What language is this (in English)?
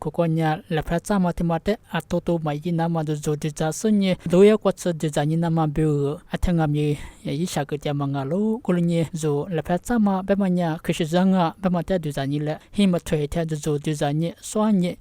Lisu